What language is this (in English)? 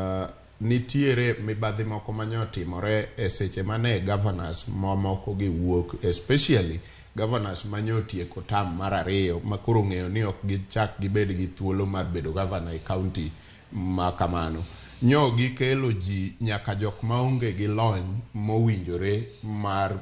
Luo (Kenya and Tanzania)